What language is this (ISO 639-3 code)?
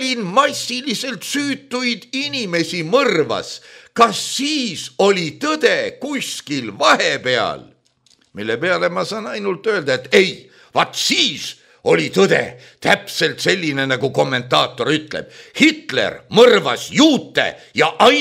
est